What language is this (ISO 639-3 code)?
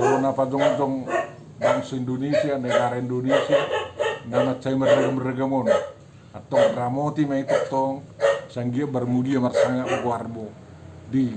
bbc